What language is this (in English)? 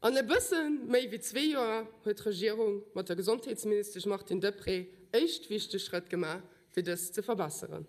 Luxembourgish